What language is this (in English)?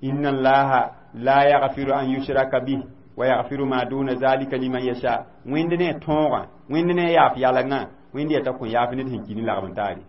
Mossi